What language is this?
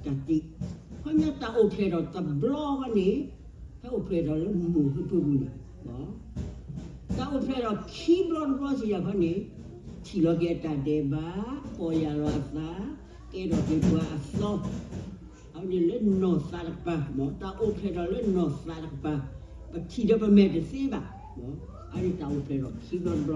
S'gaw Karen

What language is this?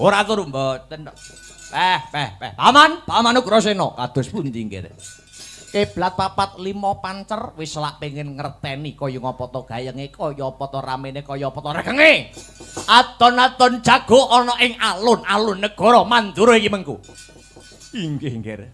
Javanese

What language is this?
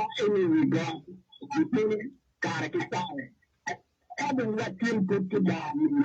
Acoli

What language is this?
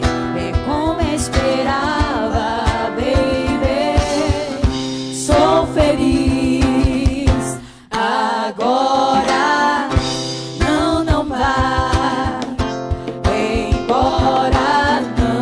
Portuguese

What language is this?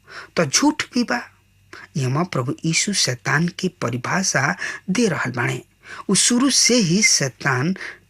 Bhojpuri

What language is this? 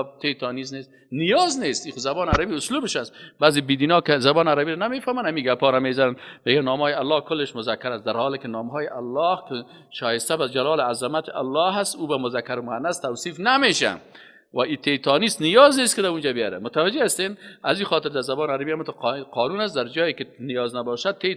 Persian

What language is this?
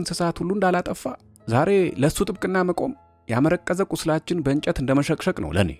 Amharic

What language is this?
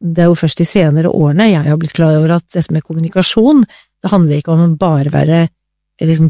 Norwegian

